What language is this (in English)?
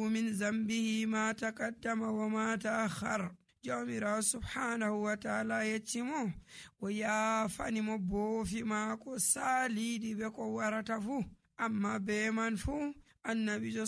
Nigerian Fulfulde